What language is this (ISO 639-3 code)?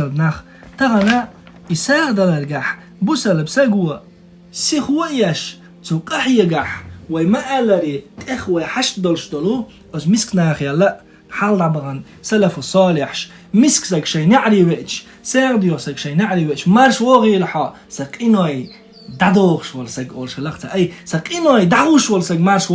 che